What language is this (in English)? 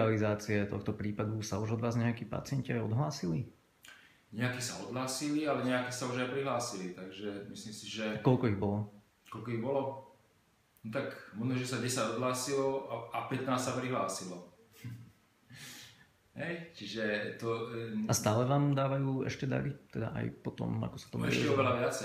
Slovak